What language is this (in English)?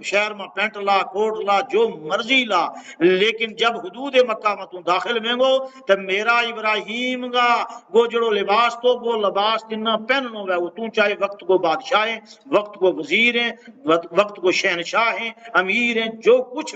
Gujari